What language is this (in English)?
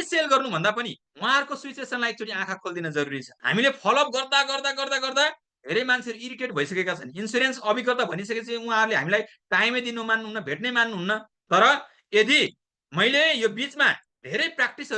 Nepali